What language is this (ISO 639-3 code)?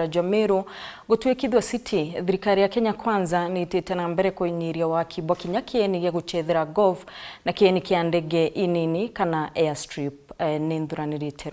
mer